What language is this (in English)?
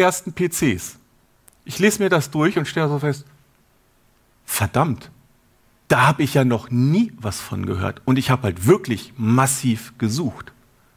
German